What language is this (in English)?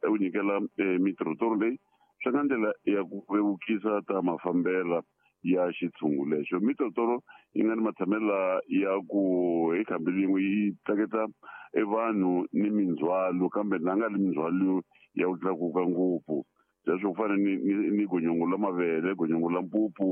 Tsonga